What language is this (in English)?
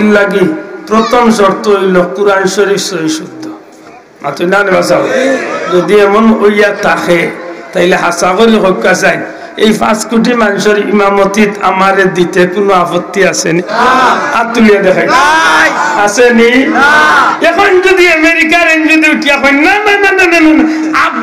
Sylheti